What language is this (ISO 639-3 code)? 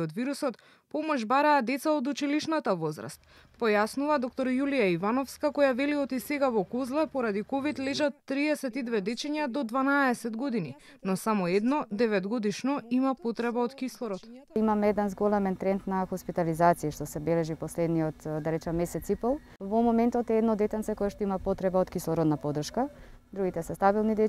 mkd